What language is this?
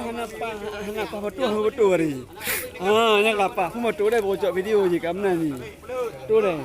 Achinese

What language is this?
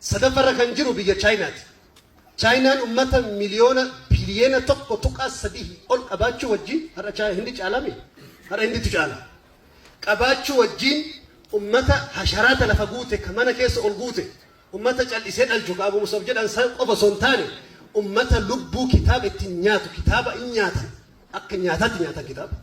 Oromo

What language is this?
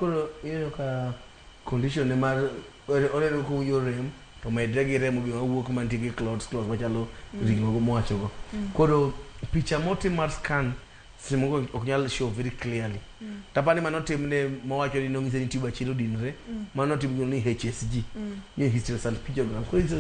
Luo (Kenya and Tanzania)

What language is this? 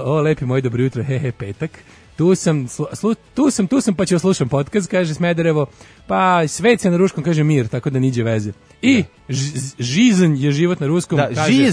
Serbian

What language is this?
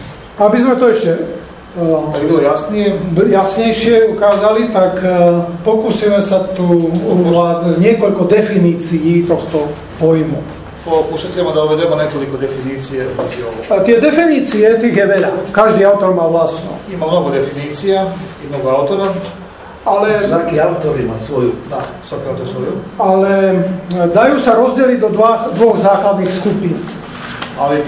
Slovak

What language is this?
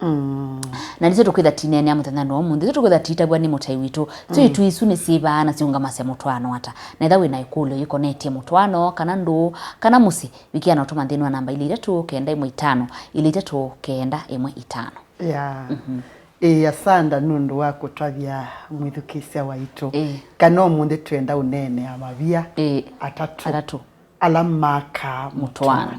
Kamba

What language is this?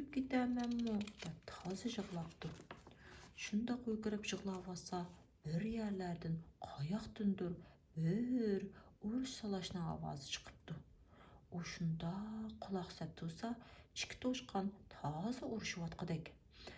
Uyghur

